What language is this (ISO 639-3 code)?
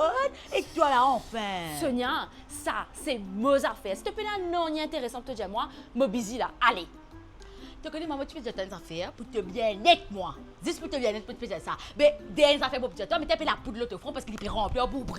mfe